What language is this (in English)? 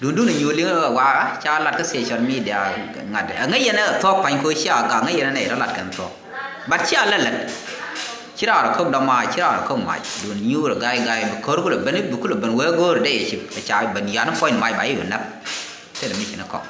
Nuer